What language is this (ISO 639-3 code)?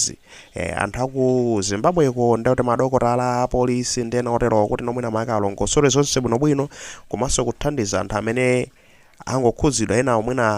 nya